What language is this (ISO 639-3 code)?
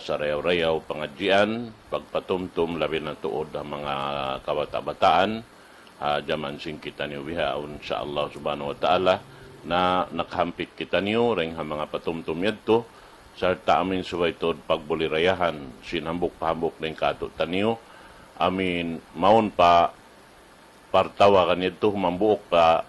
tsg